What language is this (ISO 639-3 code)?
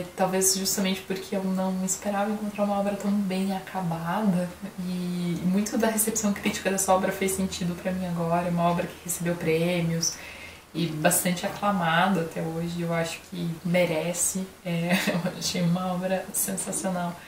por